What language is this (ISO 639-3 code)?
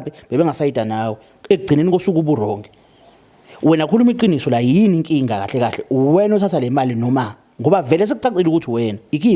zul